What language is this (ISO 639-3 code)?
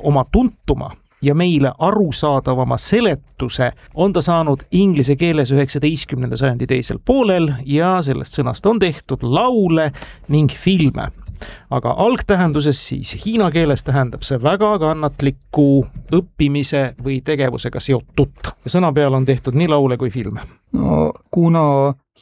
est